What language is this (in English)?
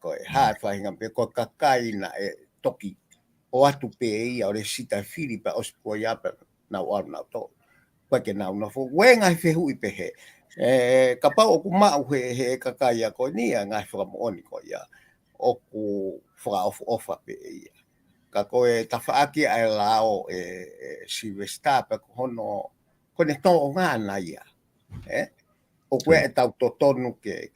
Tongan